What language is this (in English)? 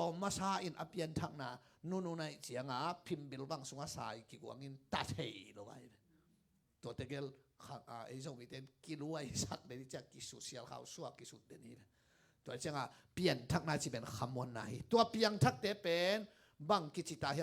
Tedim Chin